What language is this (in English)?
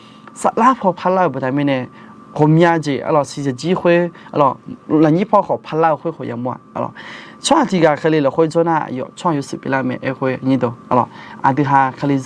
Akha